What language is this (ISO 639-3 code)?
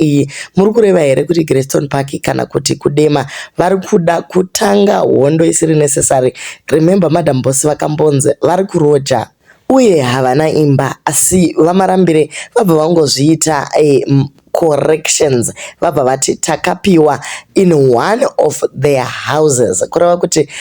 sna